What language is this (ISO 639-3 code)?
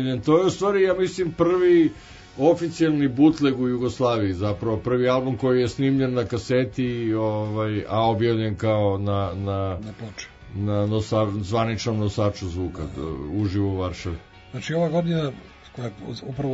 srp